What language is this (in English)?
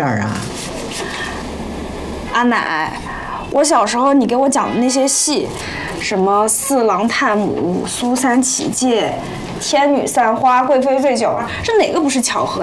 Chinese